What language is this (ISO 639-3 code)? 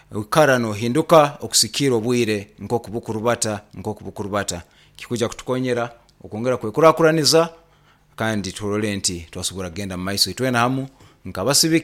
nyo